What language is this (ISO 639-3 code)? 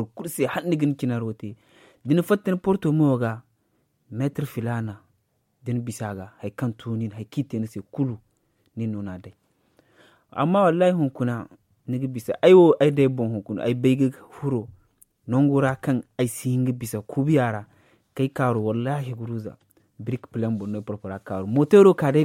dje